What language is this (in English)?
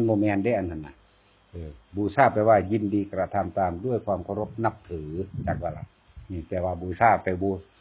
Northeastern Thai